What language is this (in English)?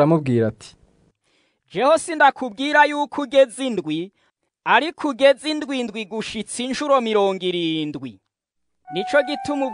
Rundi